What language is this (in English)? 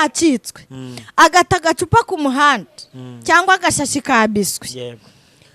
Kinyarwanda